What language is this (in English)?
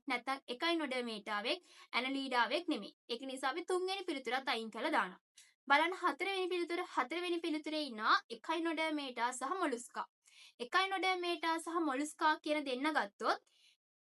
Sinhala